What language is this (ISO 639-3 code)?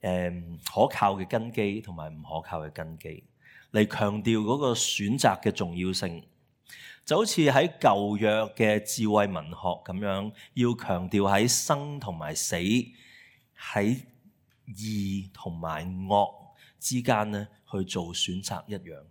yue